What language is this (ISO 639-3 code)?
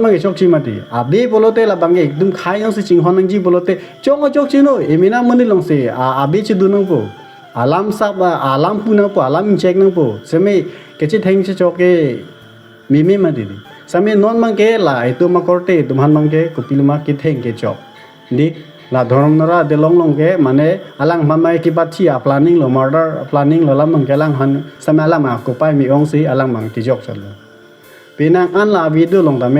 mjw